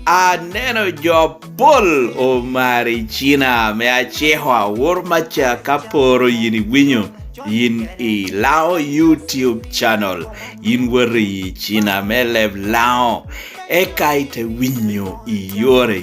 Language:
Lango (Uganda)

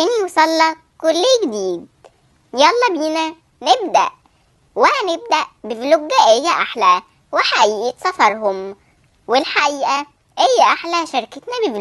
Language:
Egyptian Arabic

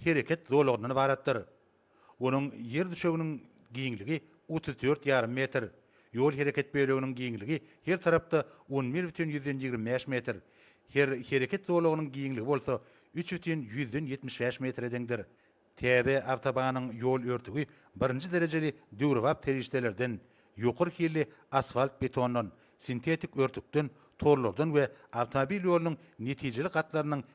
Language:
Turkmen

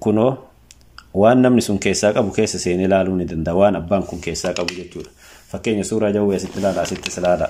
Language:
Oromo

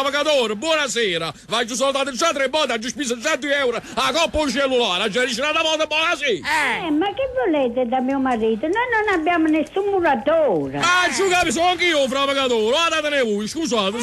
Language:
Neapolitan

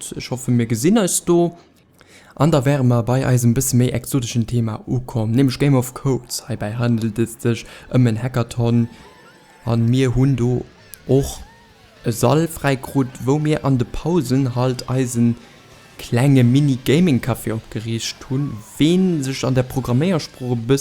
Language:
Luxembourgish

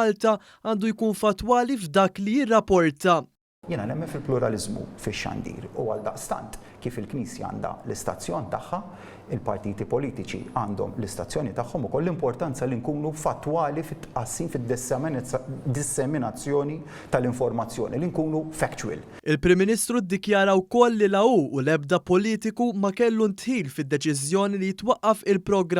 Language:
Maltese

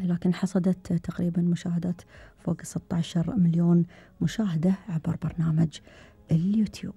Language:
Gulf Arabic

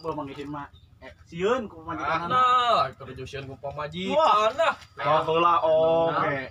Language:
Sundanese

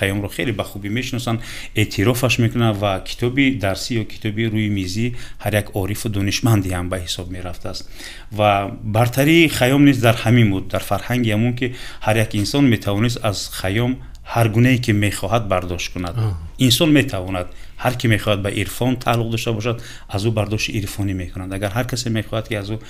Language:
Tajik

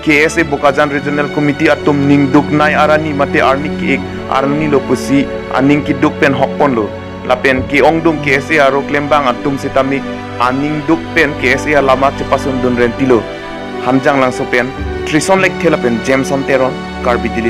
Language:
Karbi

